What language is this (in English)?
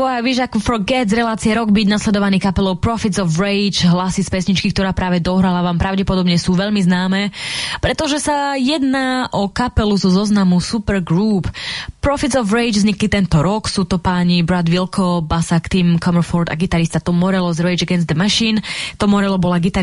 Slovak